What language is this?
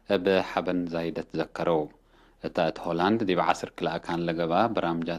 Tigre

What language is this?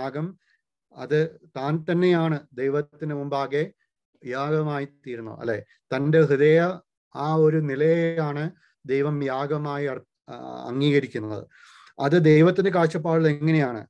Malayalam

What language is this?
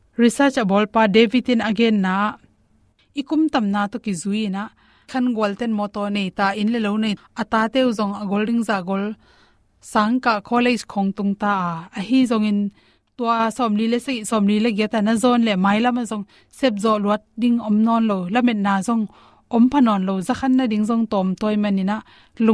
Tedim Chin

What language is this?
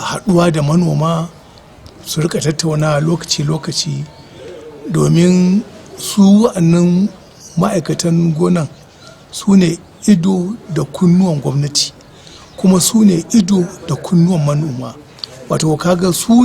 Hausa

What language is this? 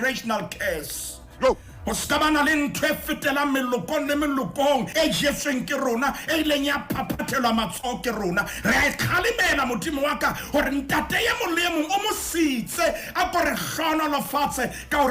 Southern Sotho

